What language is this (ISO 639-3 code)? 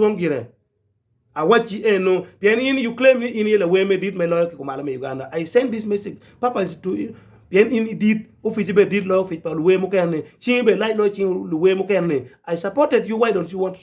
ach